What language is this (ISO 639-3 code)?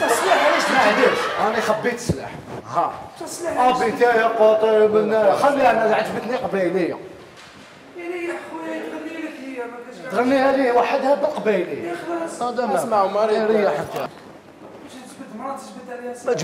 arq